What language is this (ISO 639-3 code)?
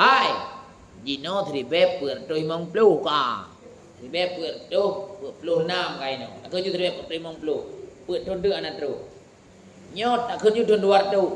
ace